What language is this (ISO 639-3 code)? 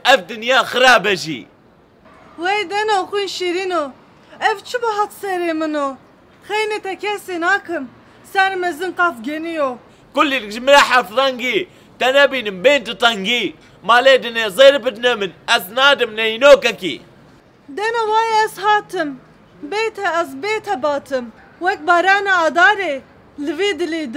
kur